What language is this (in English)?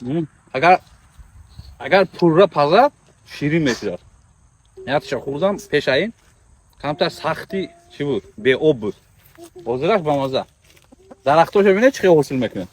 Tajik